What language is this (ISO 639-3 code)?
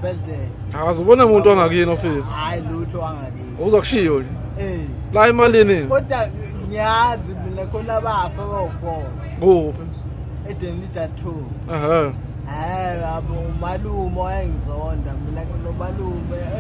zul